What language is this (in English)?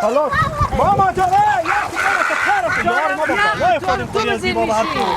Hazaragi